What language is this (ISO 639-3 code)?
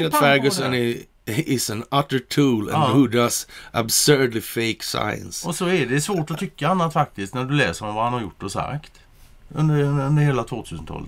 swe